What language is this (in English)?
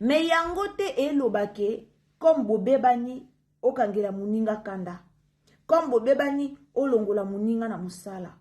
Lingala